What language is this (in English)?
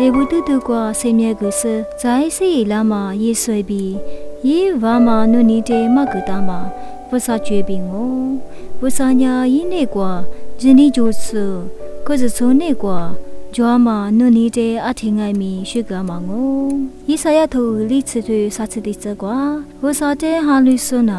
Lisu